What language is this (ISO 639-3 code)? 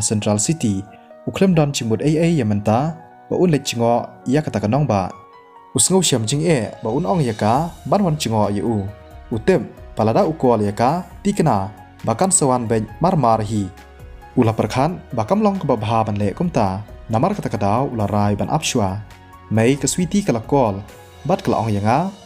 kha